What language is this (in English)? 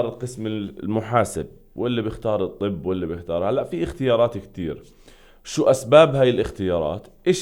North Levantine Arabic